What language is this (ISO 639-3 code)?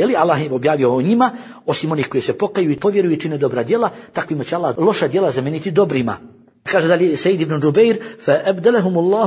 bos